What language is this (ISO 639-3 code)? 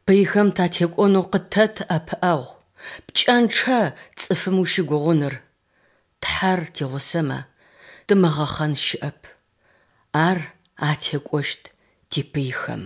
ady